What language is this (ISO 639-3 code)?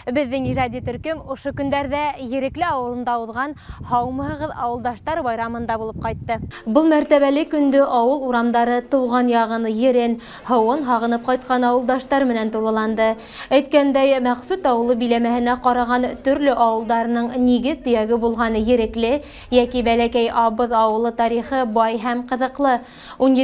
bak